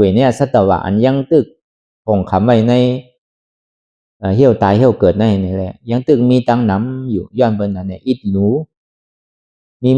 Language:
Shan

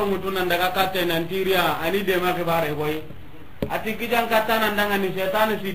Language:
Soninke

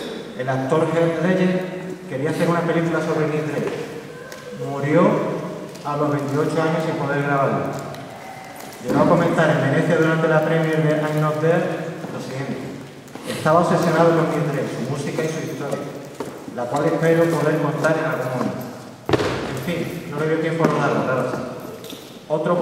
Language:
Spanish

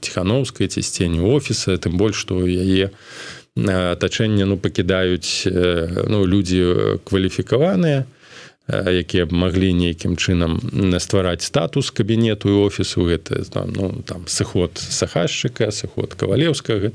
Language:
Belarusian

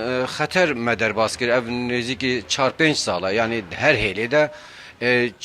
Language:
Kurdish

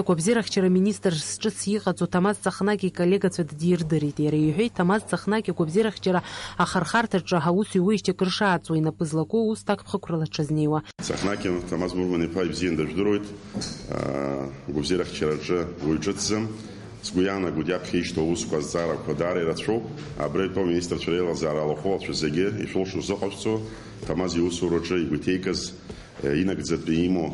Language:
Abkhazian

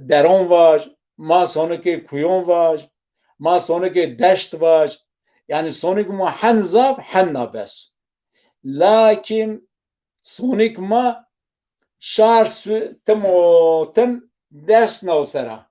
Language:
Zaza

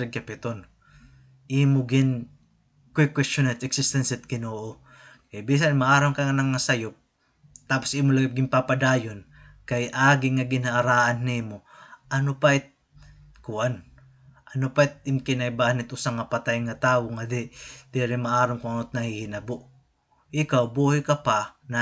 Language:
Waray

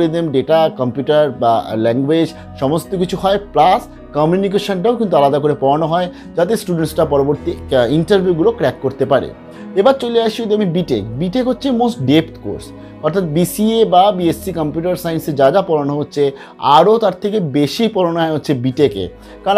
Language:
Bangla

